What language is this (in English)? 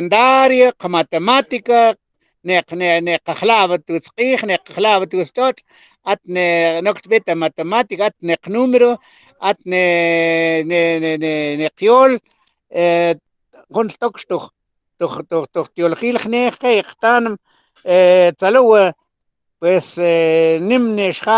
Mam